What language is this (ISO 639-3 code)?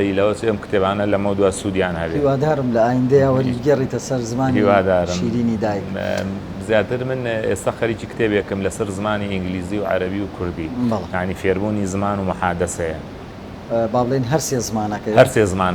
ckb